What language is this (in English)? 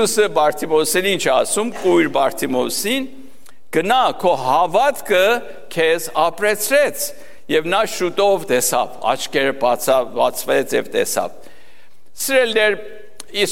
Armenian